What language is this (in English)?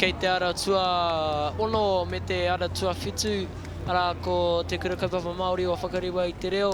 Māori